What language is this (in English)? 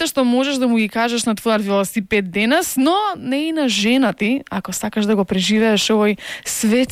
Macedonian